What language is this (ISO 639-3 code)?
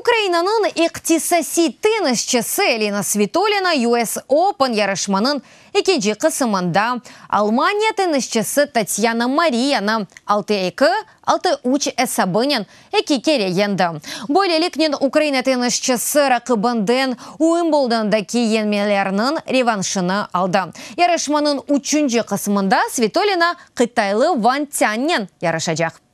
crh